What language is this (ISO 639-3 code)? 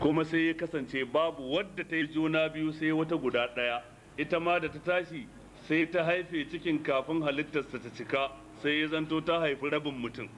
hau